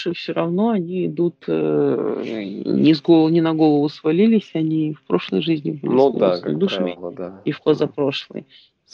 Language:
Russian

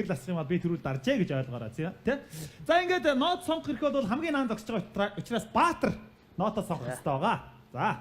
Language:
Mongolian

